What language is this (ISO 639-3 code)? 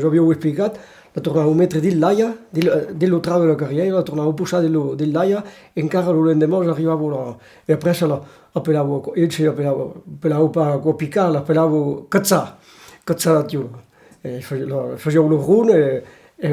oci